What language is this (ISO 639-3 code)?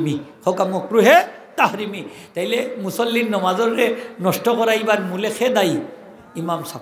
syl